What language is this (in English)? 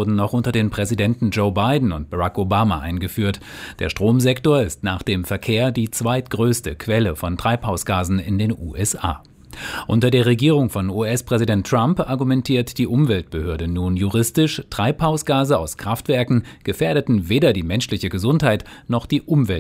German